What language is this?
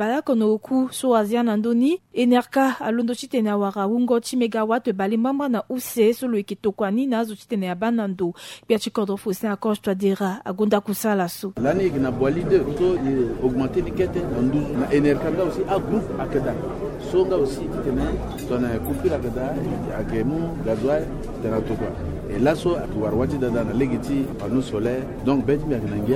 Sango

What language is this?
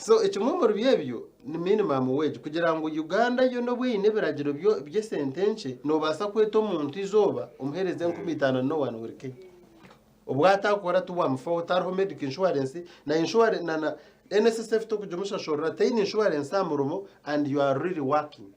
Nyankole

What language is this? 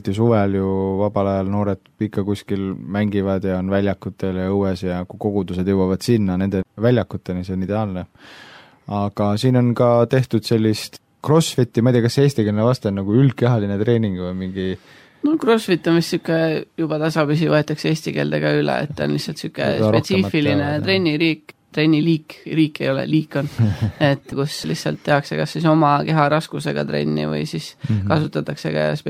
Estonian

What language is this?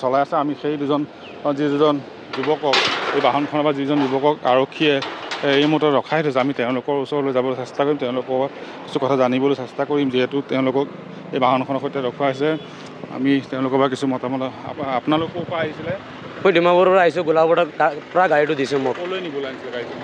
Assamese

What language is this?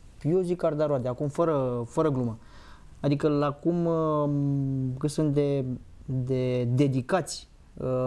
Romanian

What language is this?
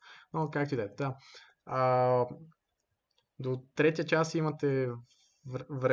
Bulgarian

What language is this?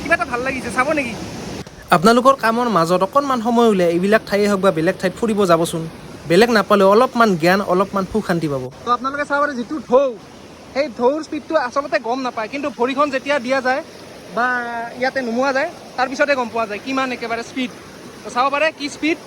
Assamese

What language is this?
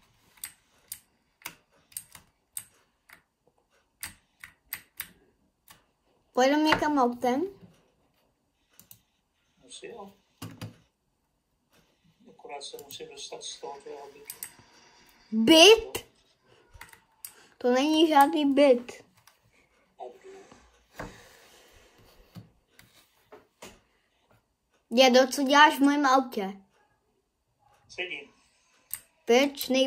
Czech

